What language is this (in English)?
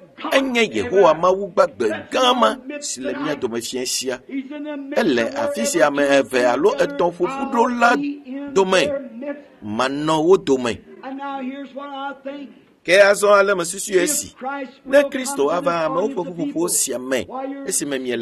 Ewe